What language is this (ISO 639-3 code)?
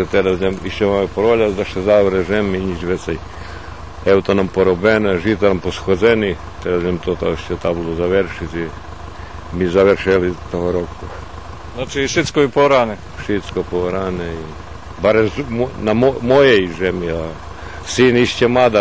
rue